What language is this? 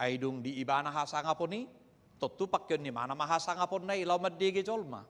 Batak Toba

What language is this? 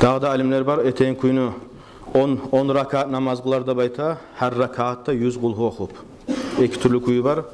Kumyk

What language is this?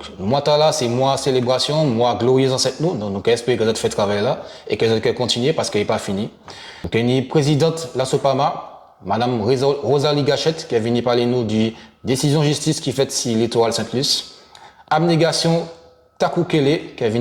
Guadeloupean Creole French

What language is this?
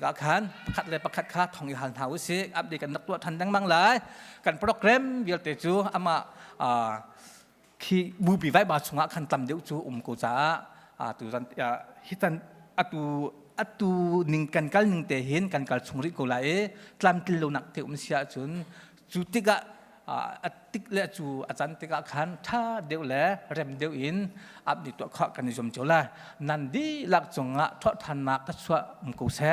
Hakha Chin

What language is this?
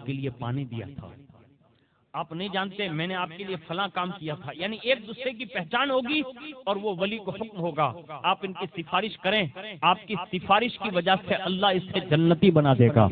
Urdu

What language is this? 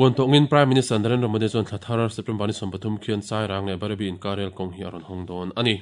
Mizo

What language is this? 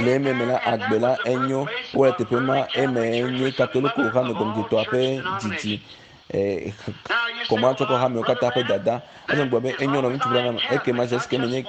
Ewe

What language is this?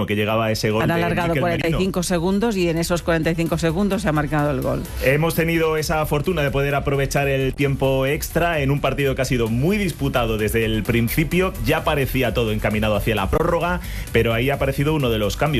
Spanish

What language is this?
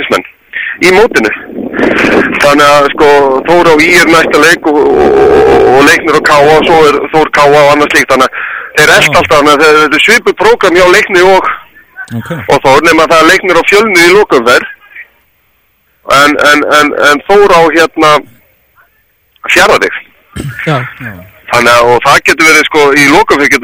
Icelandic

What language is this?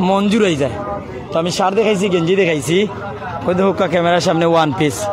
Sylheti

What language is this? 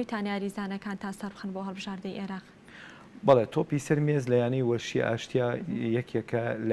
Central Kurdish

